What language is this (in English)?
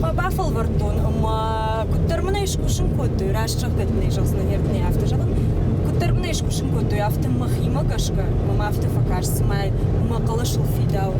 Ossetic